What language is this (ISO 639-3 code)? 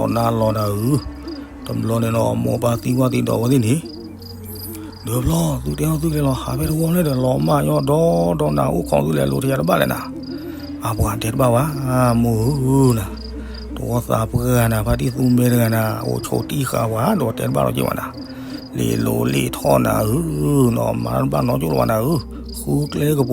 ksw